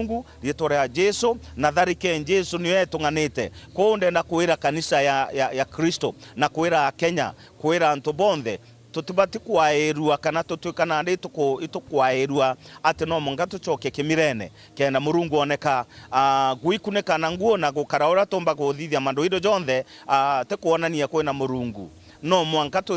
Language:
Meru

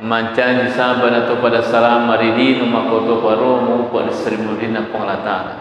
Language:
Buginese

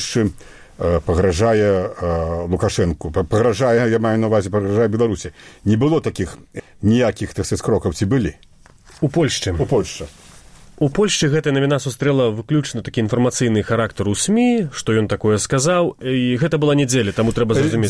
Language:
Belarusian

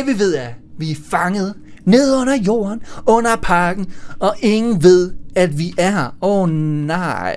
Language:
Danish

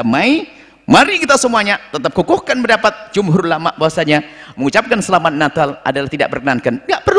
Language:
Indonesian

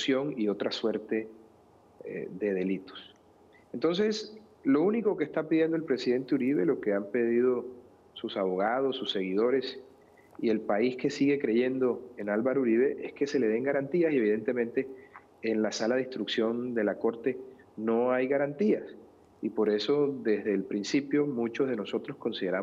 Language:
Spanish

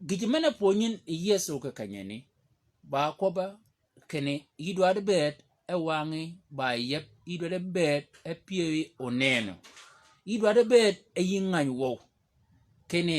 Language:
Shilluk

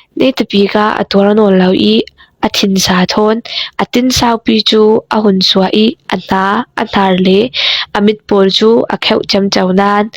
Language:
Falam Chin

